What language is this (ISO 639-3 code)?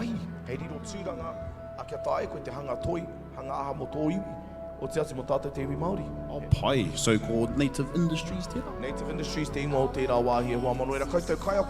mri